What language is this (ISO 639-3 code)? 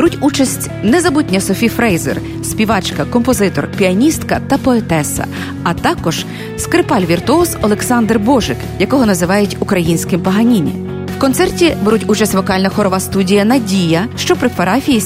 ukr